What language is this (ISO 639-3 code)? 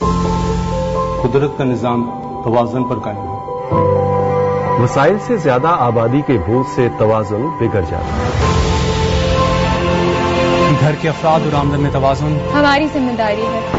urd